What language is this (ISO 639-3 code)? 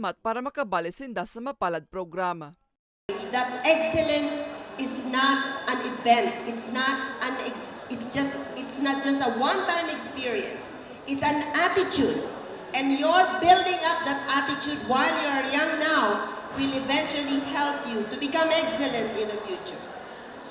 bik